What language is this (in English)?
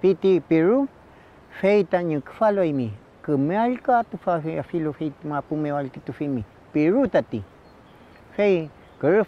Mapuche